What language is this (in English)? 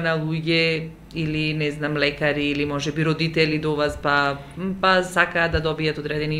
Macedonian